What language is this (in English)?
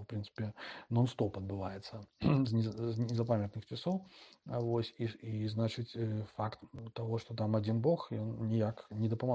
Belarusian